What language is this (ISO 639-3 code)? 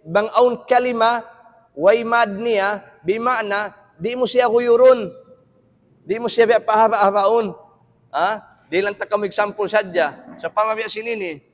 tsg